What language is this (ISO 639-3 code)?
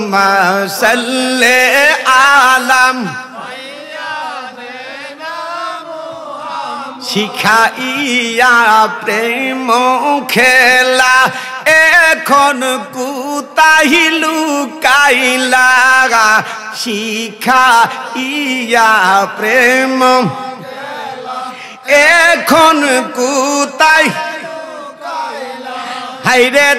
ben